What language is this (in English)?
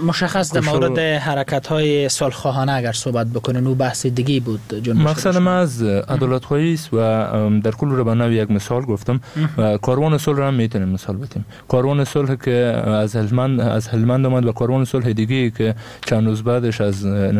Persian